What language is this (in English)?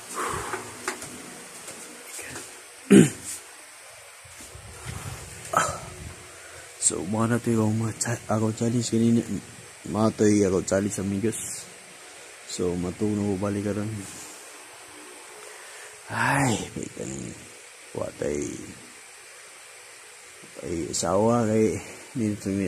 Cebuano